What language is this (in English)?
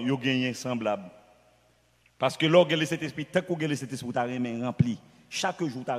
French